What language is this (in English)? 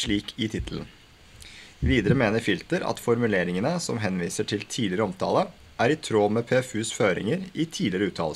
Norwegian